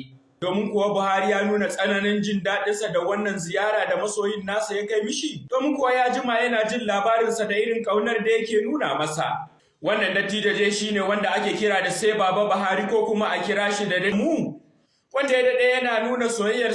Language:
Hausa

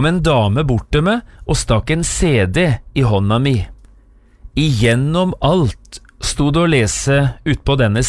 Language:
Norwegian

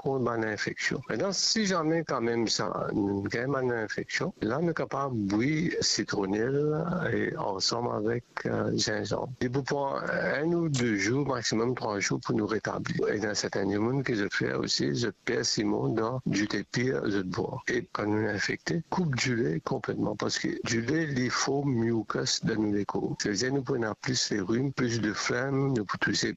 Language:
Morisyen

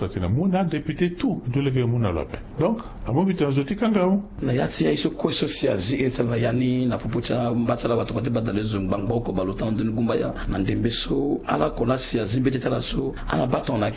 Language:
Sango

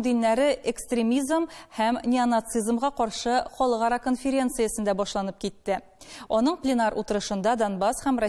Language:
Tatar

